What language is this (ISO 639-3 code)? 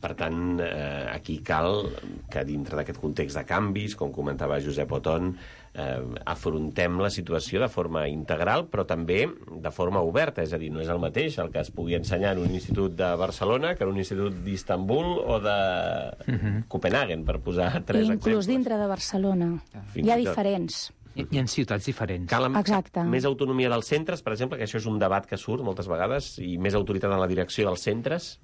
cat